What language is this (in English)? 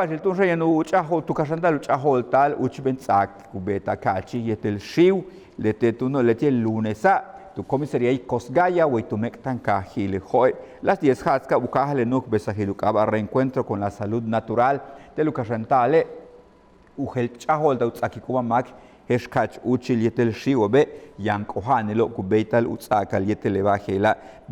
Yucateco